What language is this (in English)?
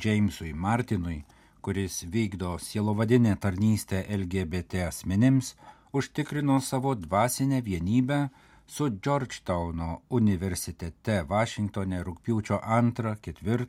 Lithuanian